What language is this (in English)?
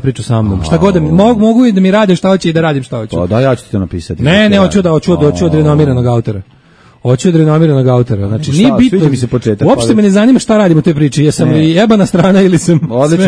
Serbian